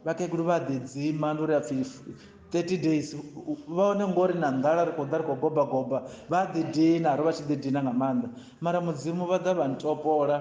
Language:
Venda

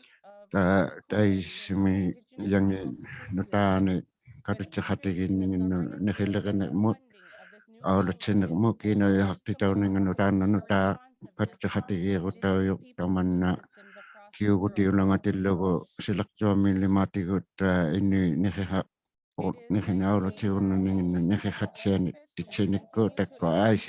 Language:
Inuktitut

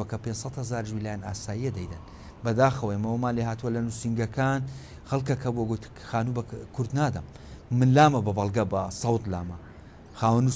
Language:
Central Kurdish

